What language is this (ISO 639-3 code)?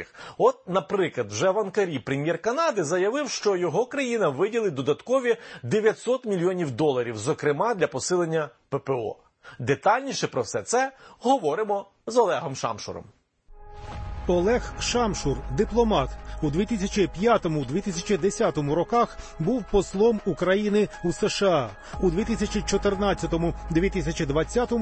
ukr